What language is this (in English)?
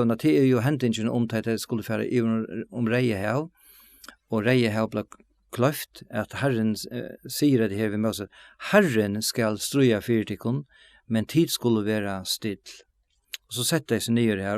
Faroese